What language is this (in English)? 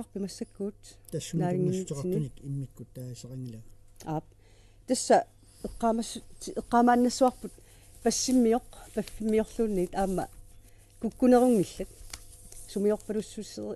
Kalaallisut